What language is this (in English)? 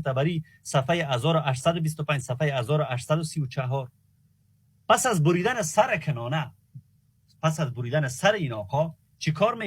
Persian